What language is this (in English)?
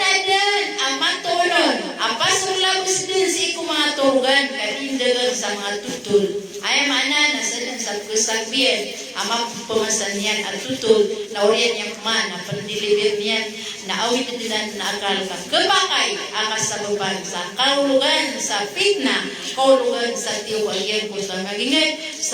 Maranao